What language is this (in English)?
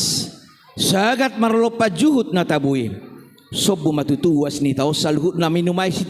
Batak Toba